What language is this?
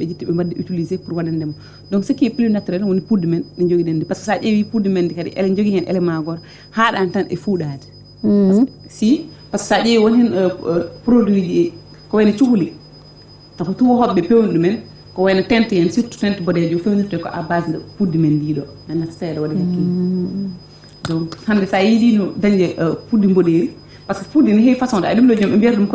Fula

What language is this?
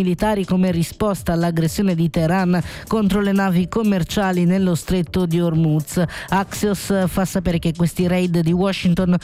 Italian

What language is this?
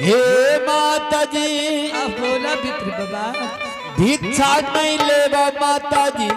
Angika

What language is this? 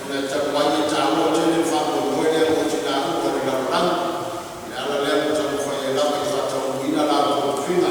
Samoan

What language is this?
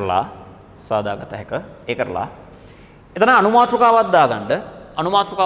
Sinhala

